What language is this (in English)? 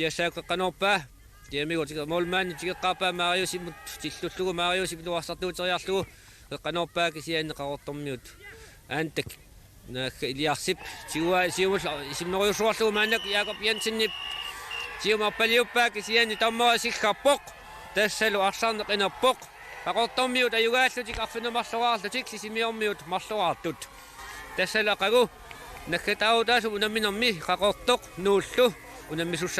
Kalaallisut